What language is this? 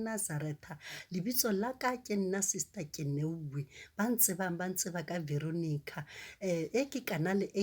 Southern Sotho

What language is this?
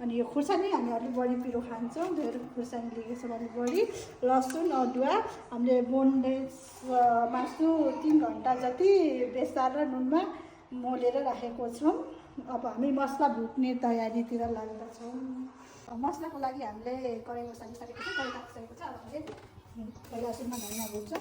Nepali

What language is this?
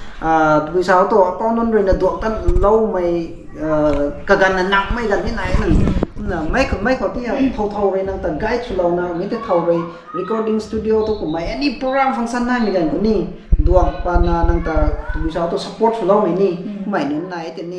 Rongmei Naga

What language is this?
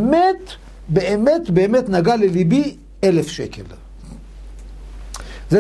Hebrew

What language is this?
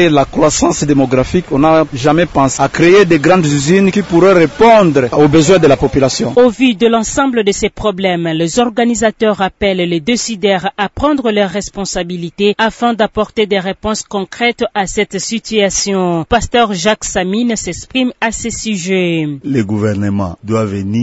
French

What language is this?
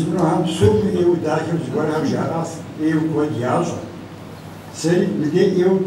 Kabardian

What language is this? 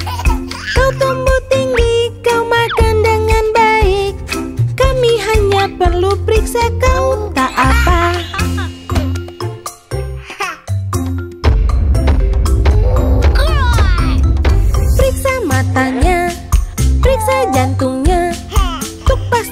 Indonesian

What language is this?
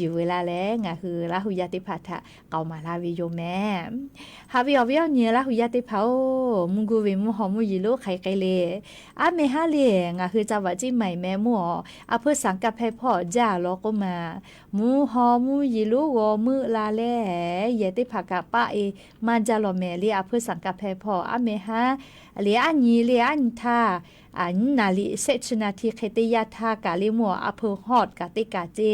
Lahu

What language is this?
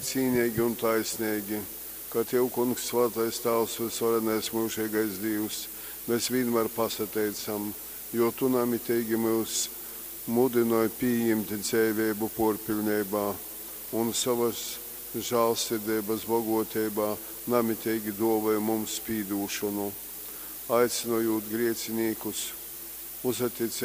Latgalian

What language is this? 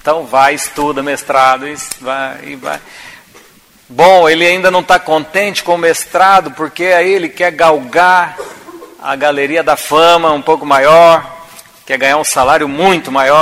Portuguese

